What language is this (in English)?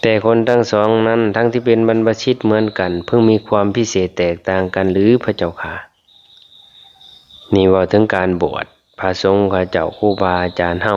Northeastern Thai